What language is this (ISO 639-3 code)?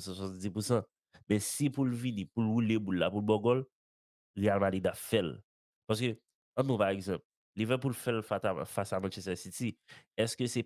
hat